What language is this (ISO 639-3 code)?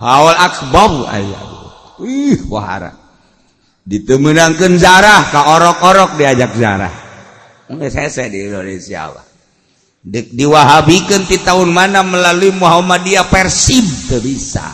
sun